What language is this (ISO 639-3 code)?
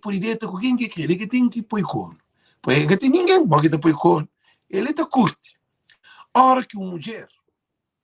kea